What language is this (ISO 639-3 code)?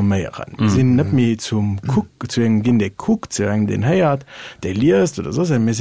ltz